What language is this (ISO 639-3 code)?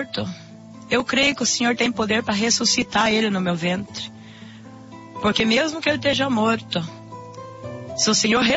por